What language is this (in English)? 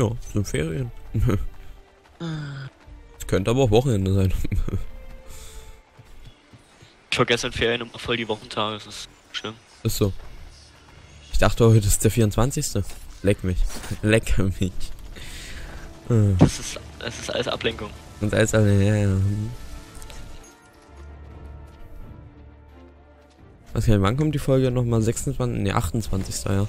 German